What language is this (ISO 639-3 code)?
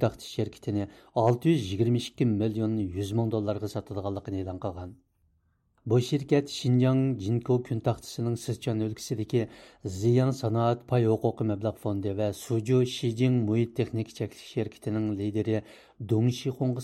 uig